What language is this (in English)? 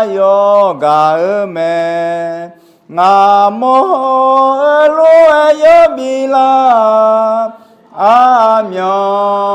Akha